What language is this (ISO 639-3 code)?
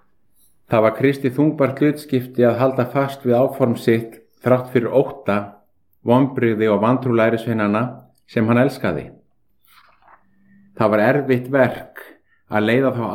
isl